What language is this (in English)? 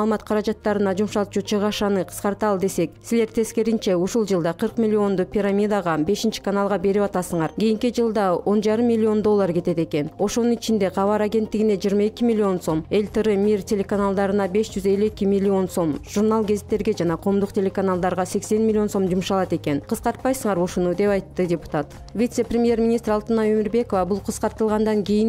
Kyrgyz